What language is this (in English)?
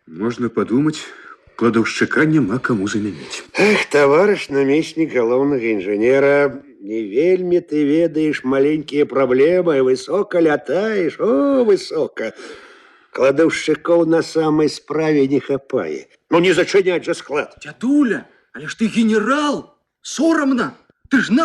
Belarusian